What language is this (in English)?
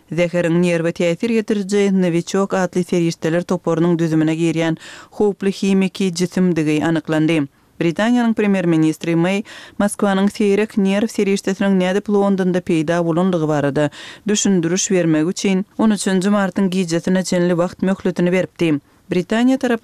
Turkmen